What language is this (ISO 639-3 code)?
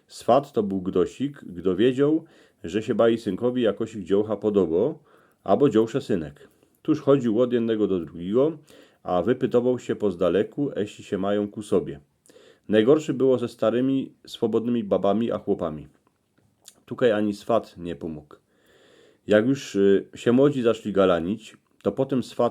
szl